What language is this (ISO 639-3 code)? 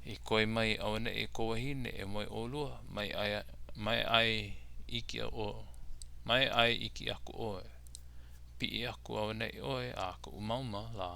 haw